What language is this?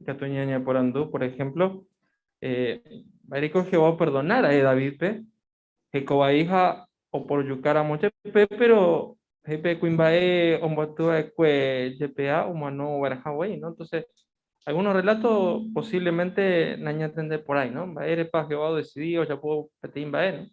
Guarani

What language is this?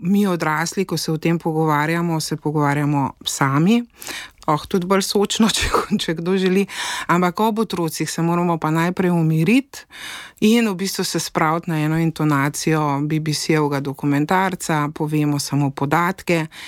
Slovenian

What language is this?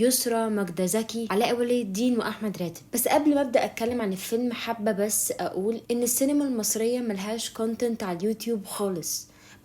Egyptian Arabic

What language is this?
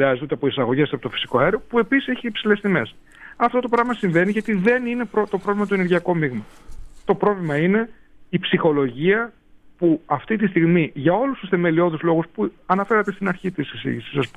Greek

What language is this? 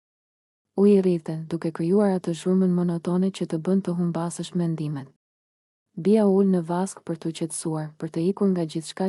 Albanian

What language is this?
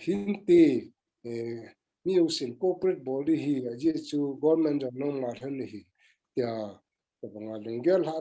Thado Chin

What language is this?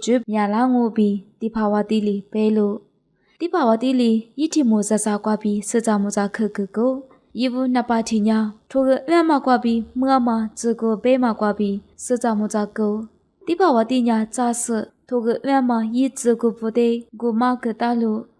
Lisu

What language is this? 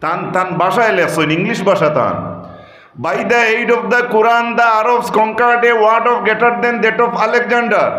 Sylheti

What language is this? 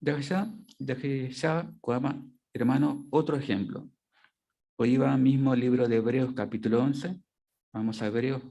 Guarani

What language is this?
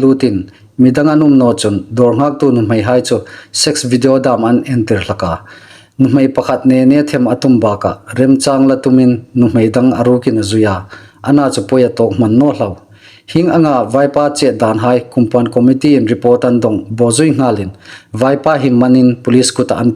Hmar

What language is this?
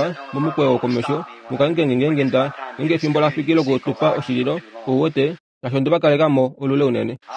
Kuanyama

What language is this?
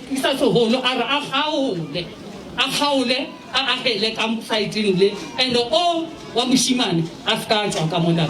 Northern Sotho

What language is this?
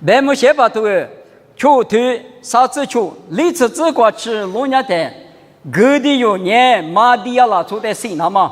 Lisu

